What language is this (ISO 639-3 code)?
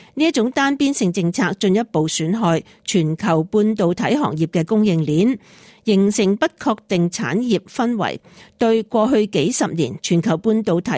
yue